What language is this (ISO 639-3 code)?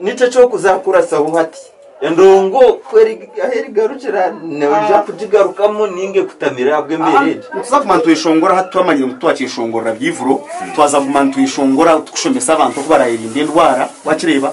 nyn